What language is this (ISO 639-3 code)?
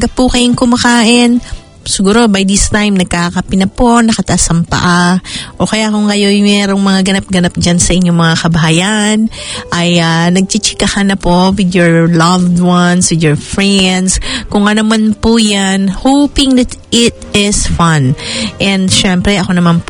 fil